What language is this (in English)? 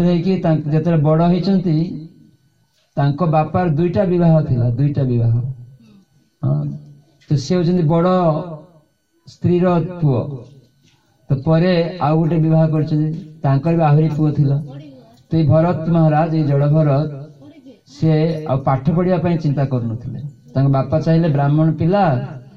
Odia